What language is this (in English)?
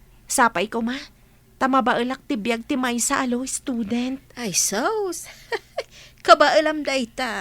Iloko